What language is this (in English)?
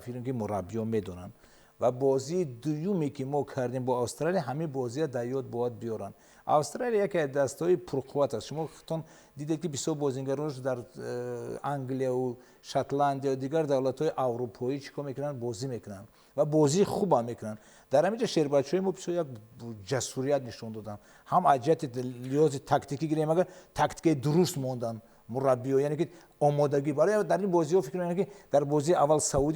Tajik